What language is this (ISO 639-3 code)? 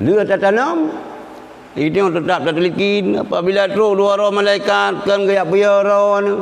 ace